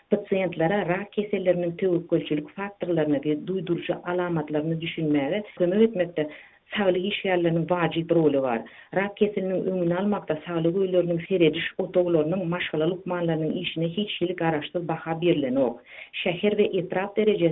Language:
Turkmen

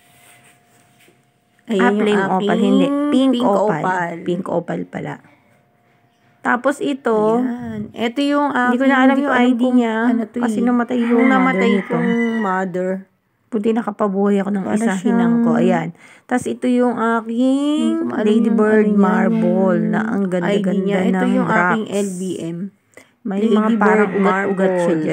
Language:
Filipino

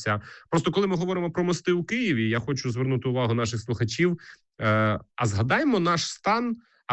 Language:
Ukrainian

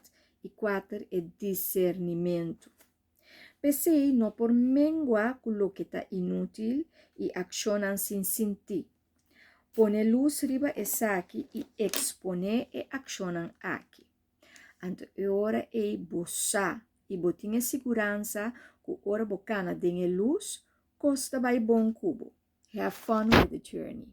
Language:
Papiamento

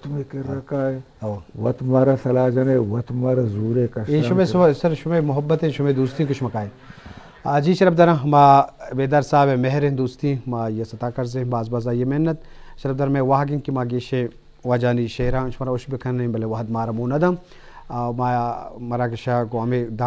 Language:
Eastern Balochi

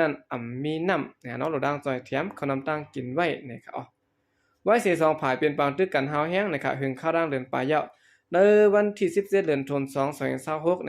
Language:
Shan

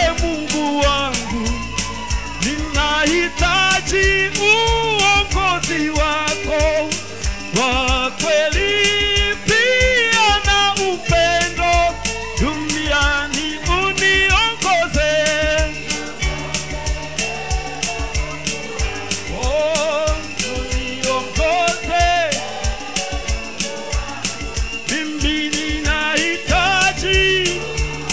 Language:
Swahili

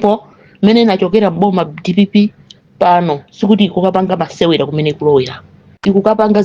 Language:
Nyanja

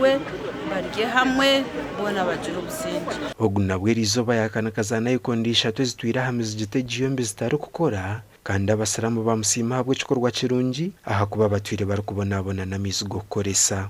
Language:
Nyankole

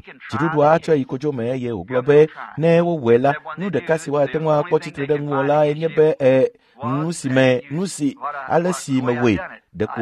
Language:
Ewe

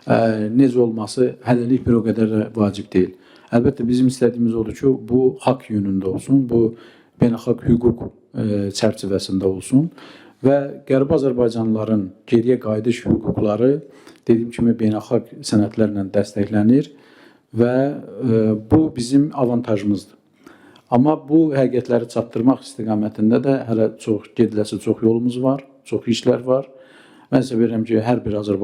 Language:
Azerbaijani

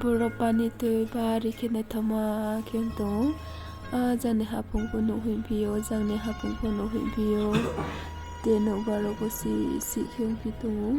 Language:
Riang (India)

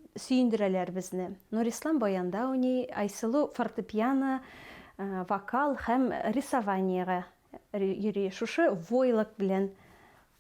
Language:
Bashkir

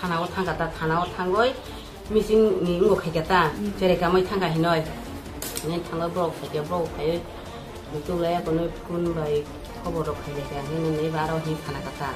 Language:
Kok Borok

